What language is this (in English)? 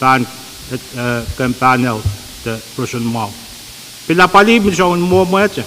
Pohnpeian